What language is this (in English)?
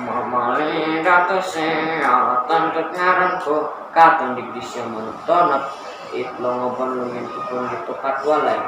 Central Dusun